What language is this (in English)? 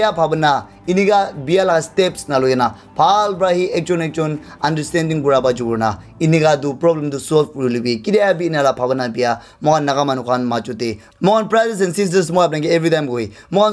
Naga Pidgin